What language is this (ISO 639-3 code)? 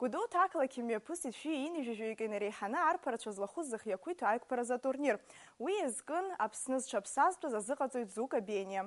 abk